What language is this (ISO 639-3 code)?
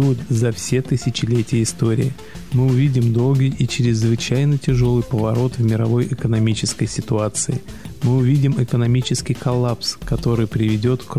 rus